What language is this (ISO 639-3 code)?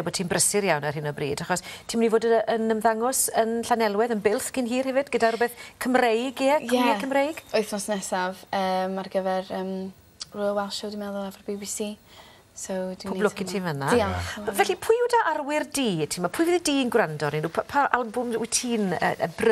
cym